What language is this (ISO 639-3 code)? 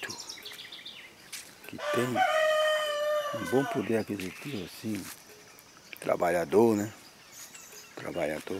por